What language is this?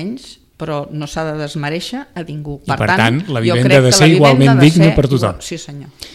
Catalan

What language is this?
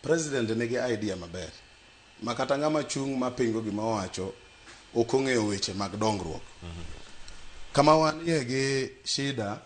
Luo (Kenya and Tanzania)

